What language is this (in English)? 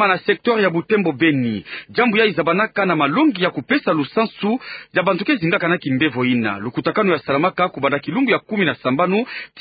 Kituba (Democratic Republic of Congo)